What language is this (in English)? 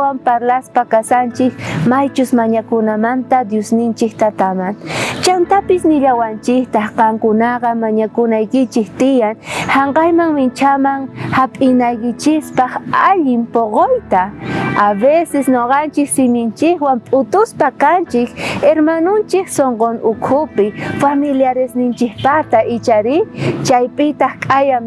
South Bolivian Quechua